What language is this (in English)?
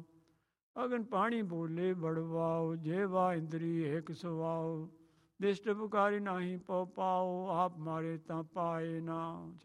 Punjabi